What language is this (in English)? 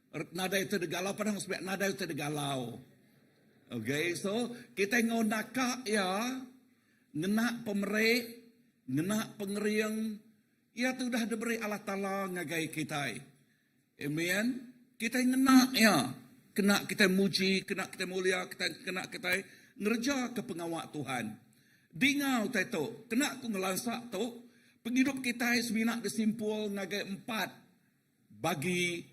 Iban